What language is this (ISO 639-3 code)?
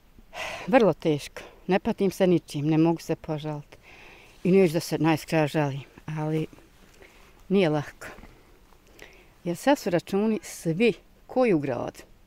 bos